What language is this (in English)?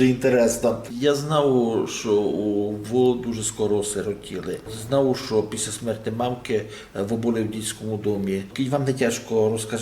Rusyn